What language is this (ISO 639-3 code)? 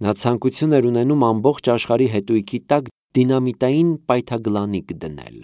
hye